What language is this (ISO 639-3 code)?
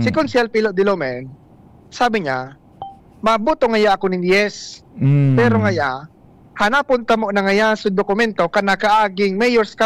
bik